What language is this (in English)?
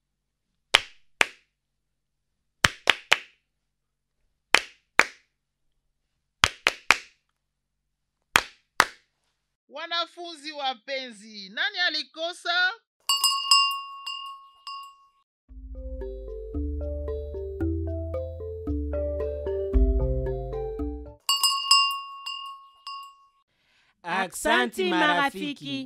Swahili